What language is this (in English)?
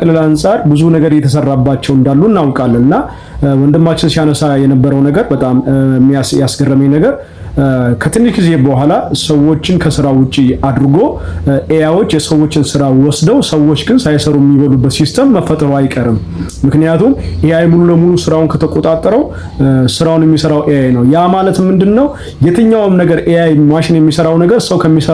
Amharic